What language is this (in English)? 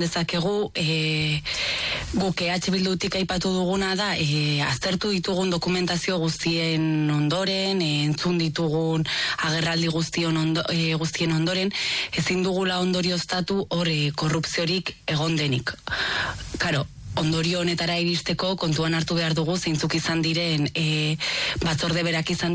Basque